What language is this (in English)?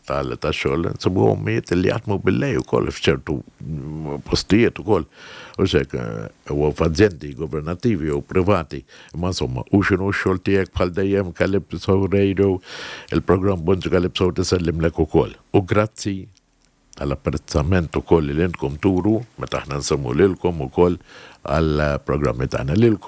Maltese